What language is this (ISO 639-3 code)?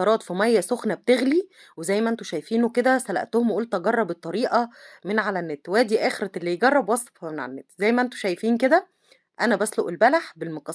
arz